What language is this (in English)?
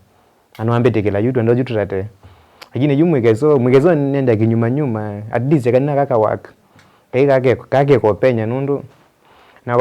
Kamba